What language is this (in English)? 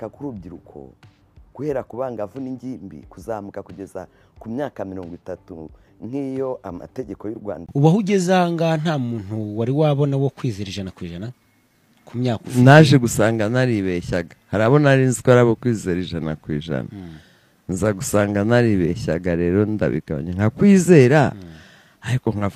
Kinyarwanda